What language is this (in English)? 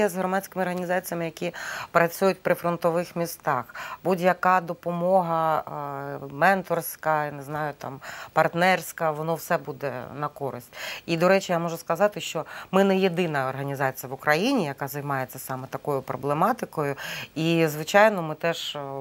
Ukrainian